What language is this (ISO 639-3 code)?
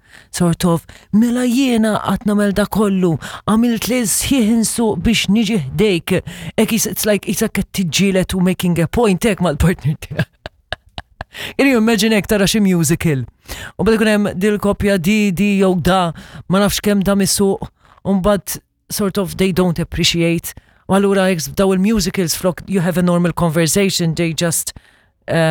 mlt